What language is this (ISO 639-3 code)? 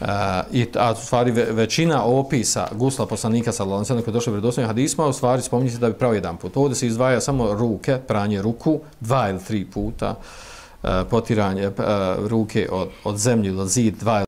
bos